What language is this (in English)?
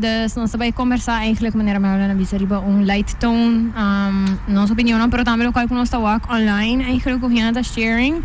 Papiamento